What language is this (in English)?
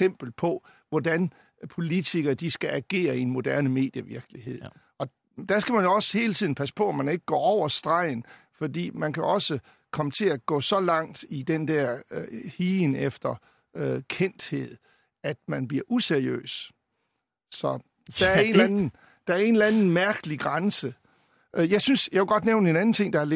Danish